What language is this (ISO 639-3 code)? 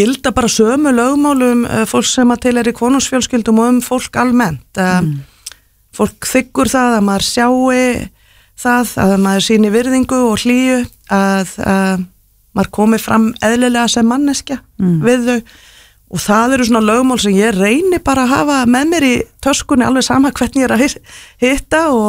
isl